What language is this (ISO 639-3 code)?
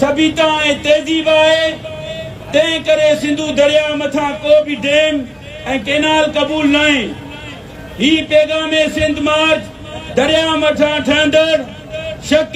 snd